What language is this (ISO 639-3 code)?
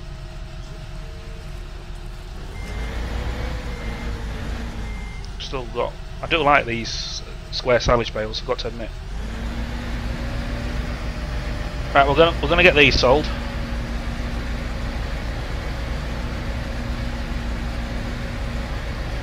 eng